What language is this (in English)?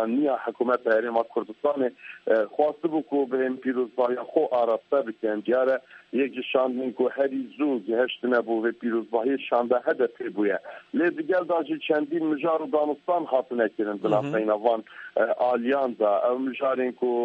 Kurdish